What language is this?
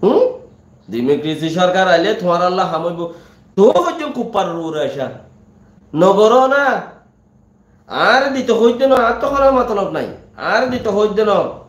Rohingya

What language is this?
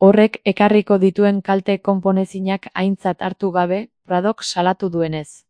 Basque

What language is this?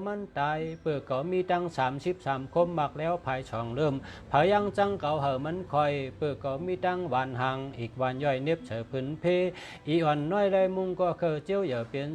Shan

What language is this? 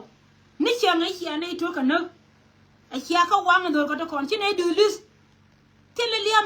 Nuer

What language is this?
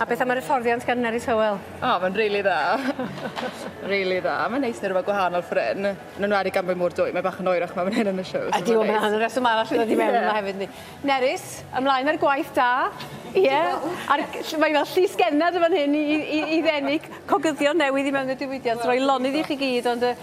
Welsh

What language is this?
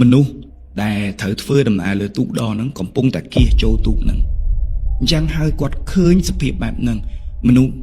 Khmer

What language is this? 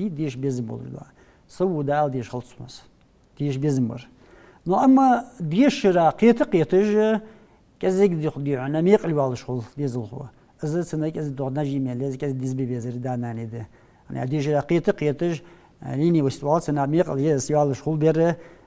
Ingush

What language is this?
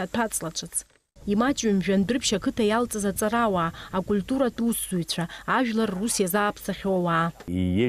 Abkhazian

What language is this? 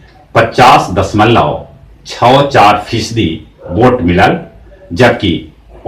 Magahi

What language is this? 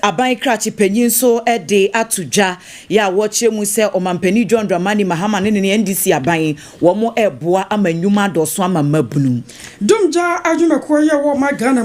Akan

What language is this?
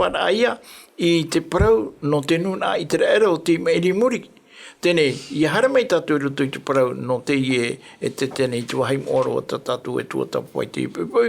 Tahitian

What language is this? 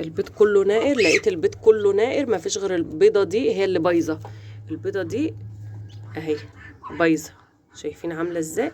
Egyptian Arabic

